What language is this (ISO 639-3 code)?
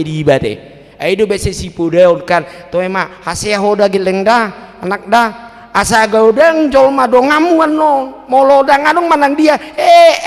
bbc